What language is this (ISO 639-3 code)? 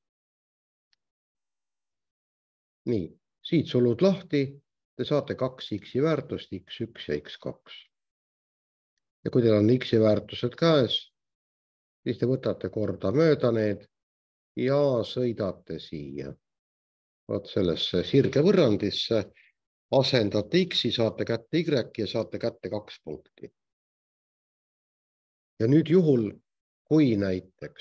est